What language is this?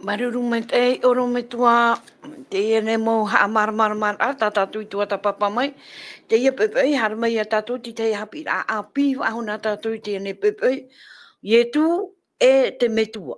Tahitian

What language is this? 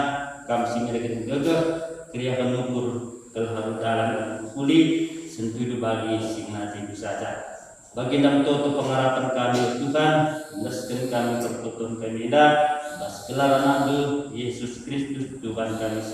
Batak Karo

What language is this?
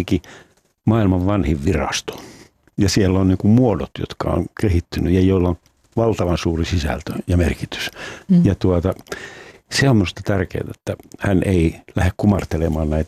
Finnish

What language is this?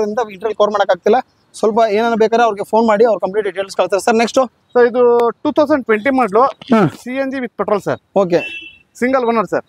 Kannada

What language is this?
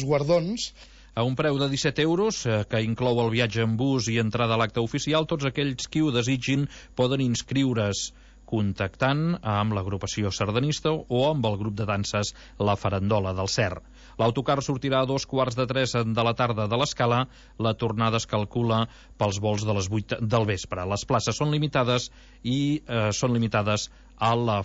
Catalan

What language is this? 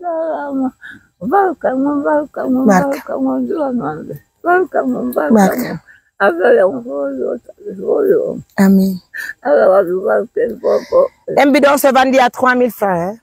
Pular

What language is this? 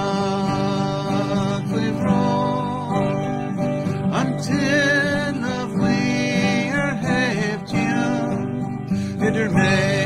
Irish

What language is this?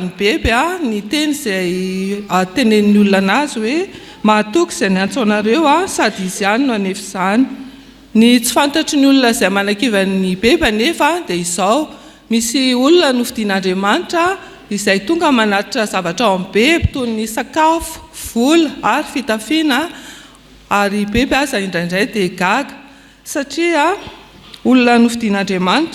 Malagasy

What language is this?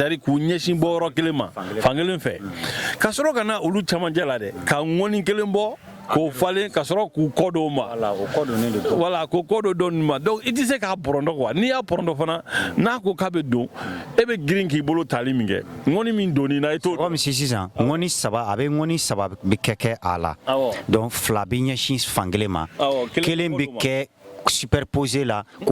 Bambara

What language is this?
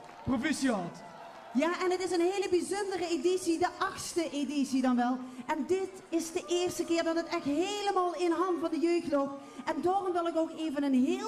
Limburgish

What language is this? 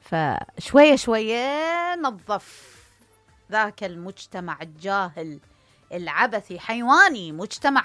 Mesopotamian Arabic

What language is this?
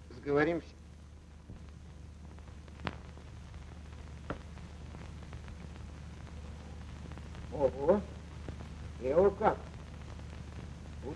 Russian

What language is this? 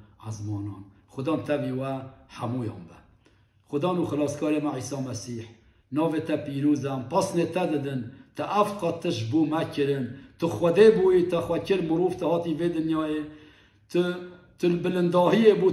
Kurdish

